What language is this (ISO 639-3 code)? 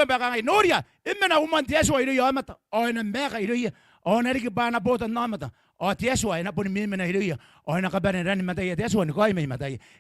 gil